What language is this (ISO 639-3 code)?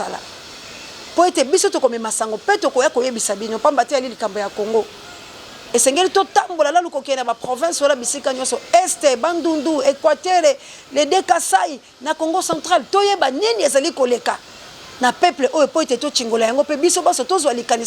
lin